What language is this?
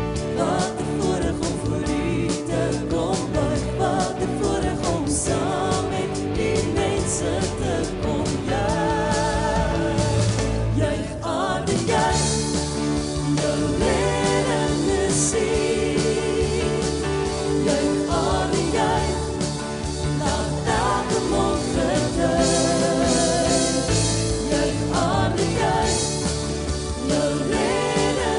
Afrikaans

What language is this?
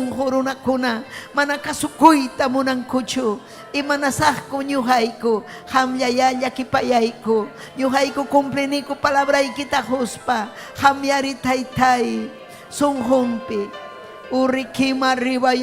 Ayacucho Quechua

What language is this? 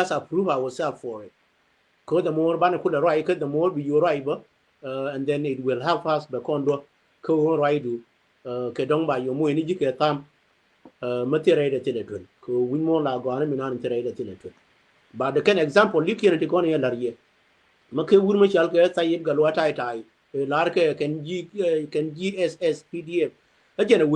Nuer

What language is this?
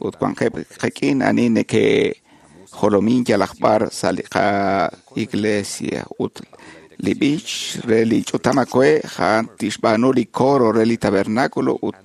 Kekchí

